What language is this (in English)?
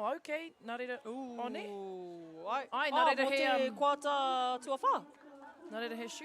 Māori